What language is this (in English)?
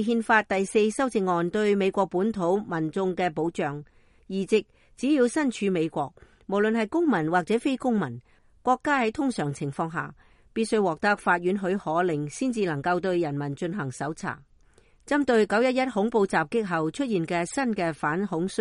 Cantonese